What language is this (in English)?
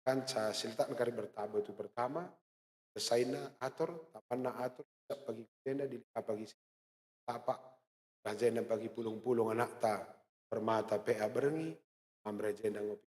Batak Karo